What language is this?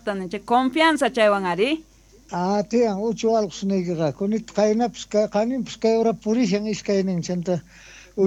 South Bolivian Quechua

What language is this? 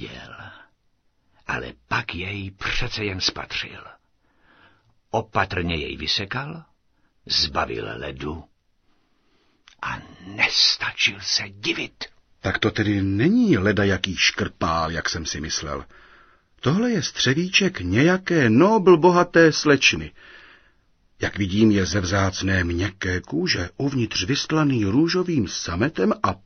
Czech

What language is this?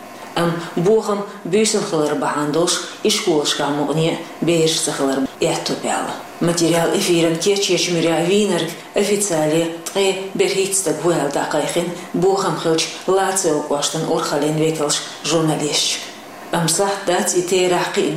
Chechen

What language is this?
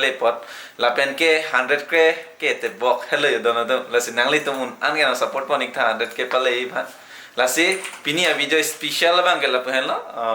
Karbi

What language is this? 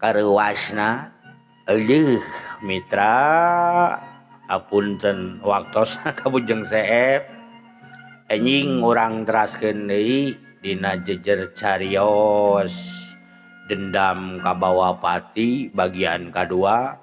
Sundanese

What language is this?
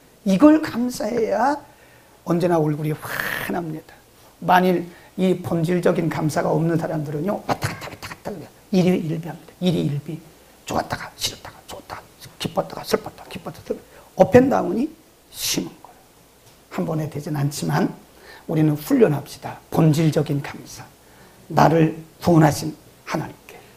Korean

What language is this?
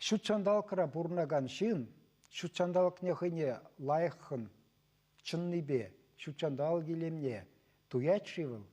Chuvash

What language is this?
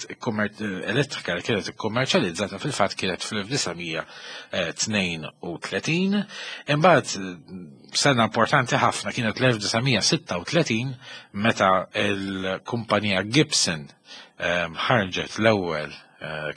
Maltese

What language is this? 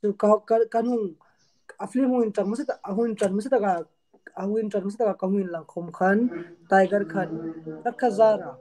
Hmar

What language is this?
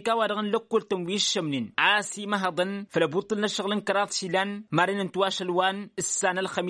Tamasheq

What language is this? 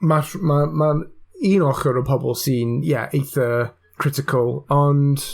Welsh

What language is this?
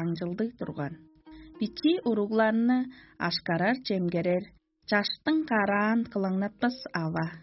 Tuvinian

